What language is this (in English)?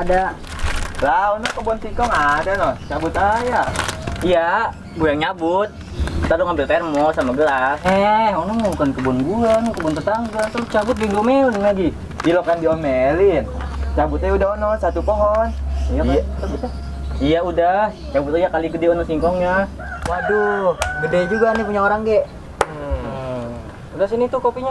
Betawi